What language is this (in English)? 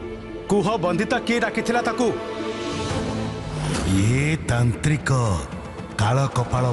Odia